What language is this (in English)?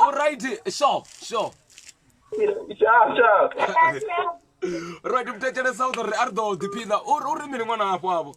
Venda